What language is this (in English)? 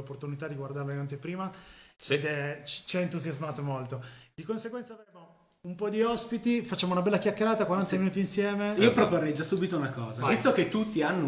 Italian